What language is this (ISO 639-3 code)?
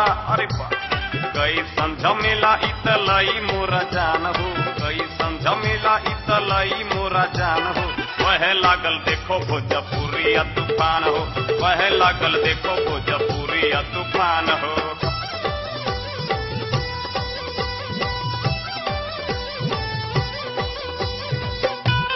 bho